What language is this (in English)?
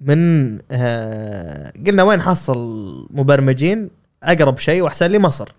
Gulf Arabic